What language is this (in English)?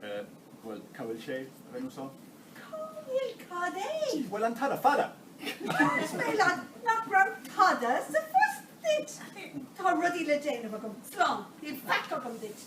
Irish